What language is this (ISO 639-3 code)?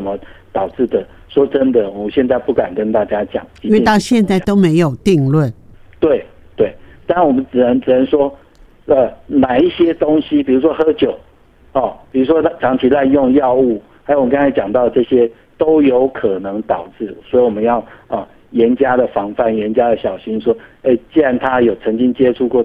zho